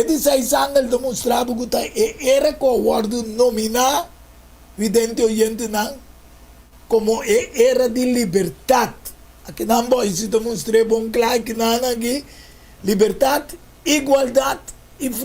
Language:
Papiamento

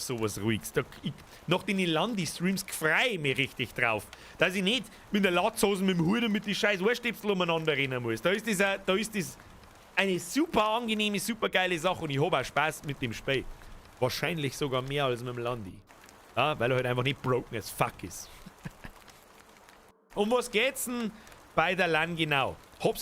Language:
Bavarian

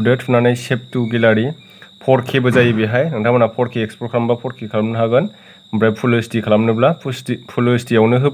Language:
Bodo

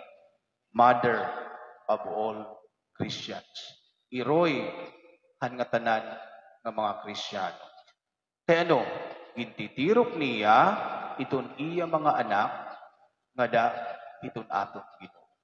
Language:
Waray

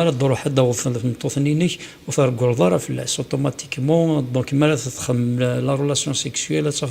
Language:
Kabyle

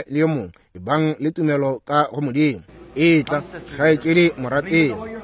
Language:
Northern Sotho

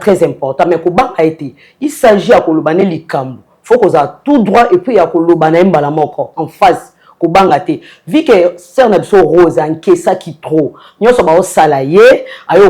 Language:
Lingala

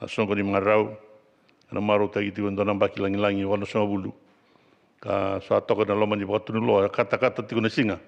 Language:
Fijian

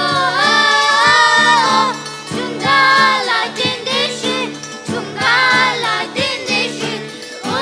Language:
Tibetan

